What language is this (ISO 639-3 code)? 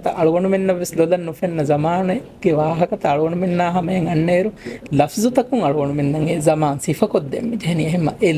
div